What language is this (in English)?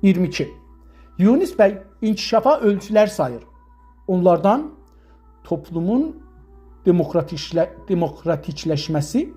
South Azerbaijani